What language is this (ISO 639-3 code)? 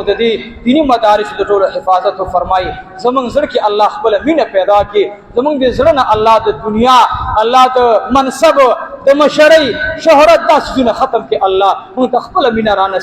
pus